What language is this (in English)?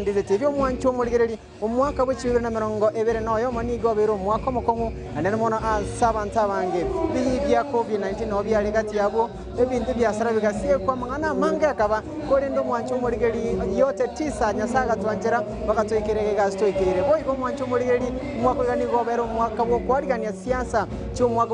Gusii